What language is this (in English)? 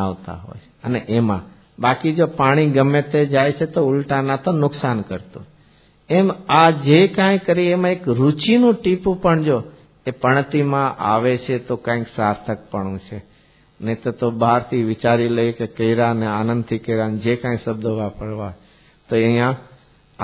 Gujarati